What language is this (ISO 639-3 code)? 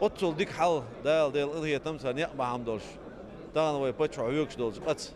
che